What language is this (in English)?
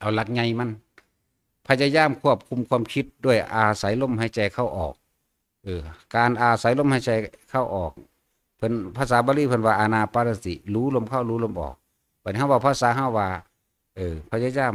Northeastern Thai